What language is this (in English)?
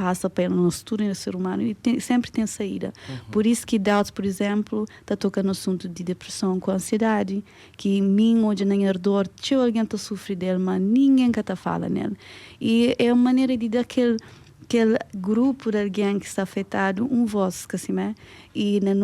Kabuverdianu